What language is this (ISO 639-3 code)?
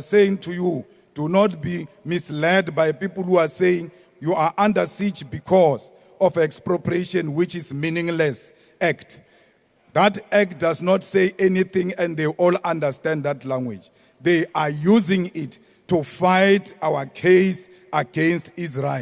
ven